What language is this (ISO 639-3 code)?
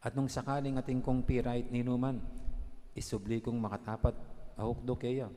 pam